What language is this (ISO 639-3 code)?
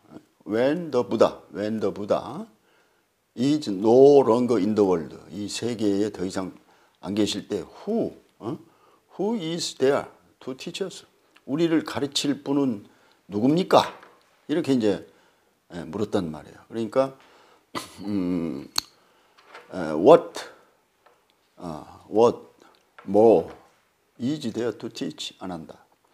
kor